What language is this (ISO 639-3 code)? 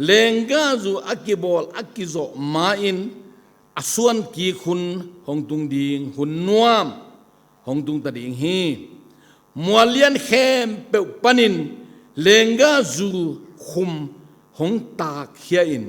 ctd